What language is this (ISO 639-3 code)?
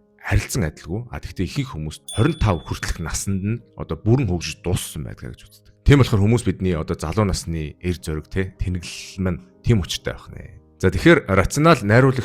mon